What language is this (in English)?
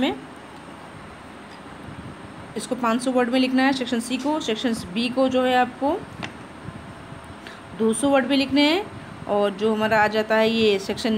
Hindi